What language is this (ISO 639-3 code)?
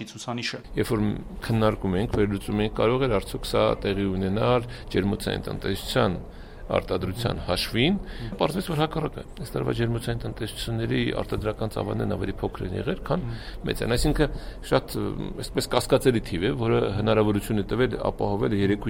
hye